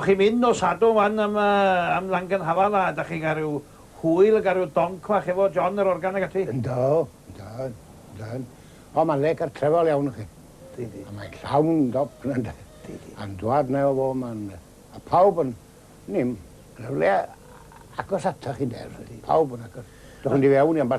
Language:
Welsh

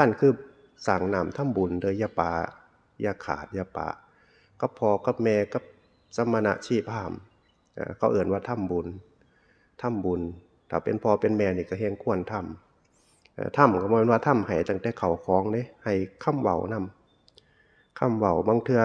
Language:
Northeastern Thai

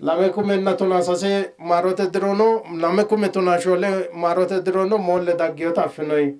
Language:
Sidamo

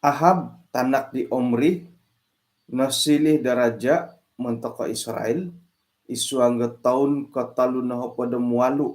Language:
Central Dusun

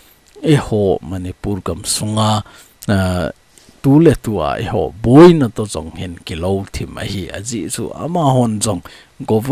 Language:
Thado Chin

